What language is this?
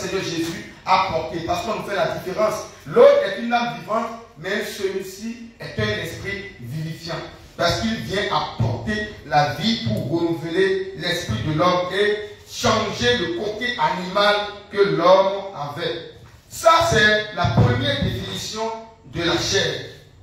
French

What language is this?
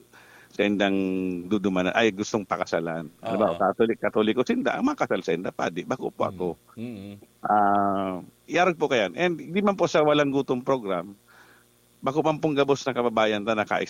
Bikol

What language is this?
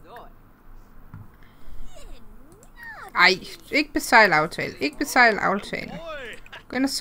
Danish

